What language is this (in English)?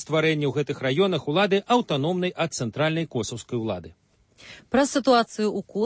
Belarusian